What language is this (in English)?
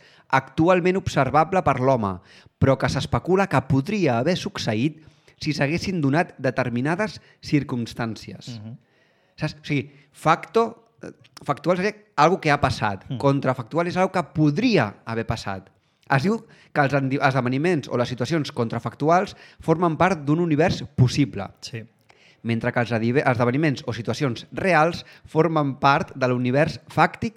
Catalan